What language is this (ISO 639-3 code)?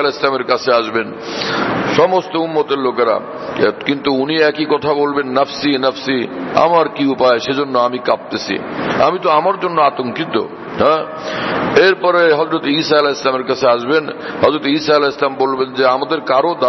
ben